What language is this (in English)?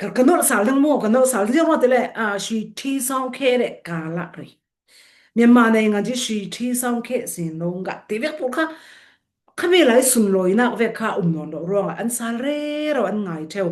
Falam Chin